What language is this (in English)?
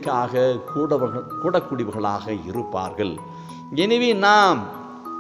Tamil